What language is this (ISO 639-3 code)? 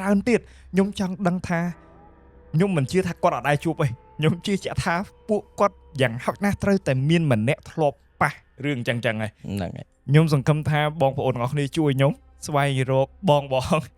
khm